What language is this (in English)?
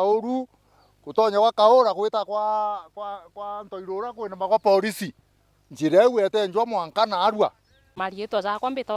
Meru